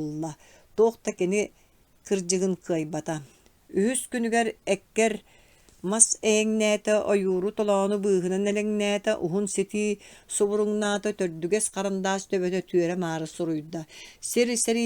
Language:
Yakut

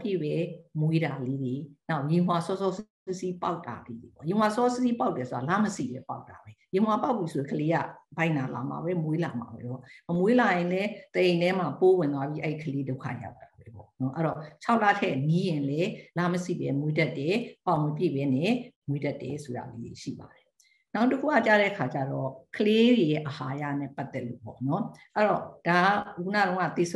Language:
Burmese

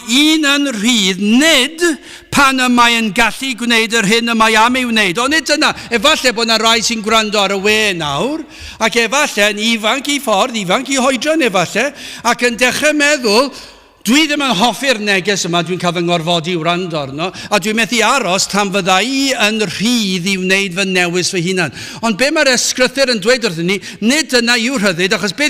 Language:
Welsh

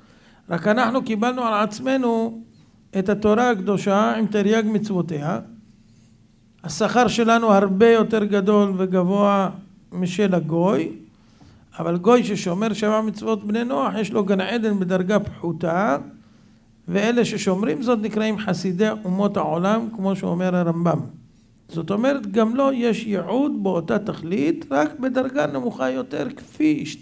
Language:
Hebrew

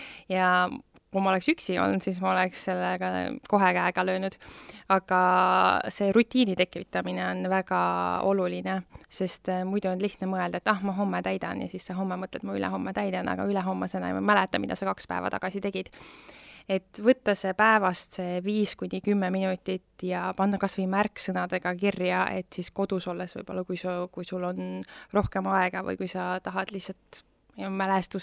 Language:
Estonian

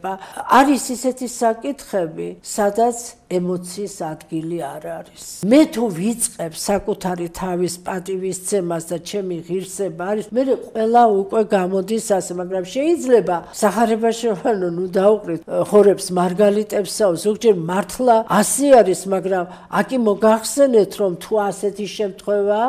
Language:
Georgian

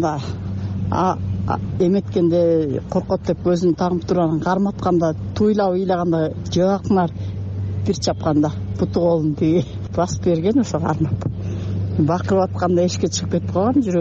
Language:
Kyrgyz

